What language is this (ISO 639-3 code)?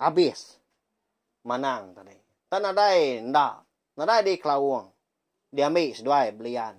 iba